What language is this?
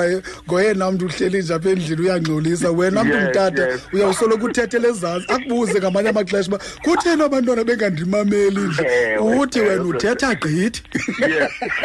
Xhosa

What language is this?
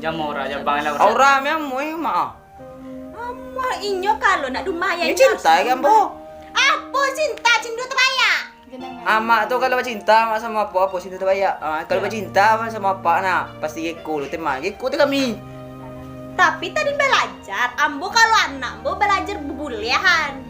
Minangkabau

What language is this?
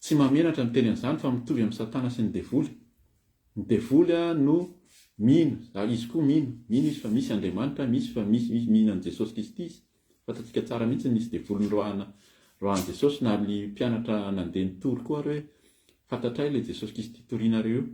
Malagasy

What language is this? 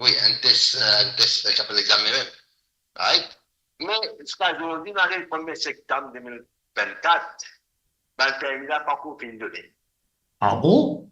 Morisyen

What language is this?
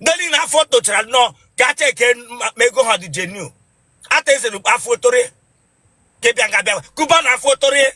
Igbo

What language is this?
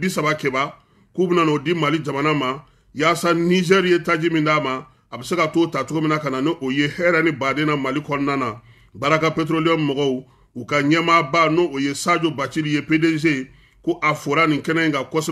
Bambara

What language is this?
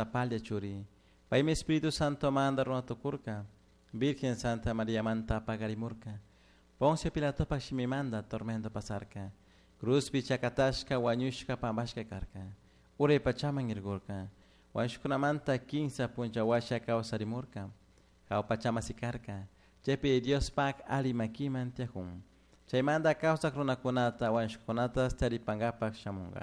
Chimborazo Highland Quichua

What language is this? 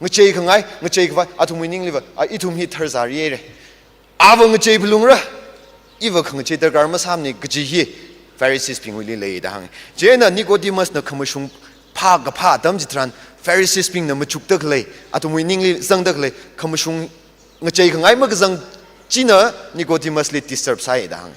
Tangkhul Naga (India)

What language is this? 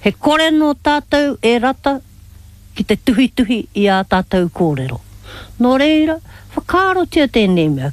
Māori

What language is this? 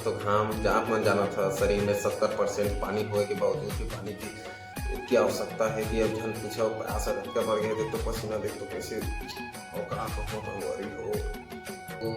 Chhattisgarhi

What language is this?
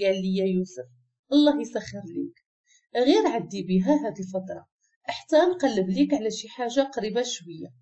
Moroccan Arabic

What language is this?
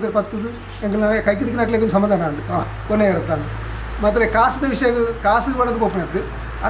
Tulu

